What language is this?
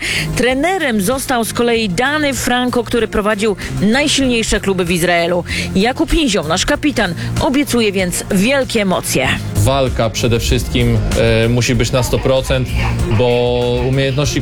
Polish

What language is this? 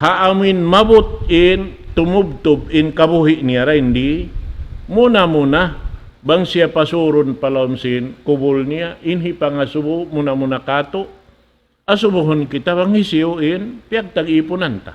Tausug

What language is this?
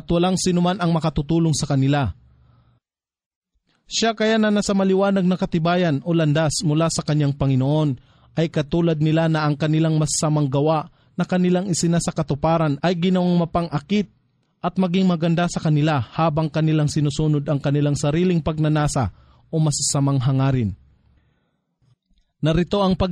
Filipino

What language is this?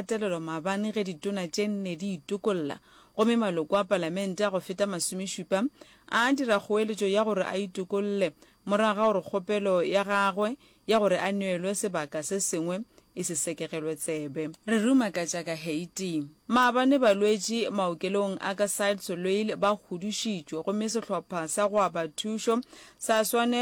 Northern Sotho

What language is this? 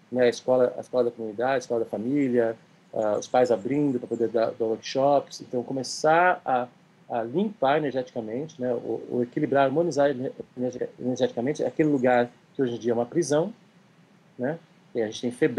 Portuguese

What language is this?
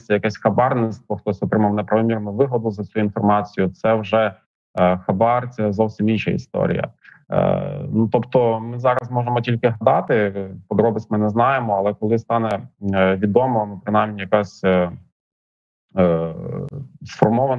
Ukrainian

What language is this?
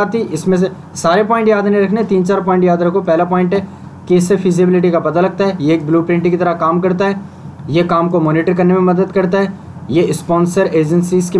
Hindi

